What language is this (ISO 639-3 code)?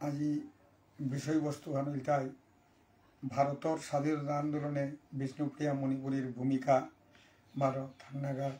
bpy